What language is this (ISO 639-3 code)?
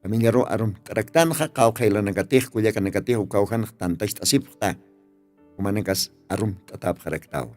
aym